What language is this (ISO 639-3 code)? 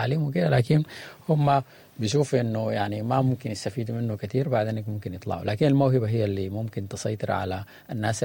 apd